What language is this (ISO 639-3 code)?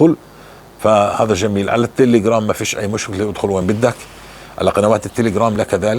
apc